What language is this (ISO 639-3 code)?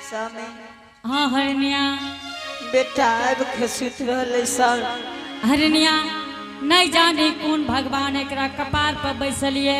anp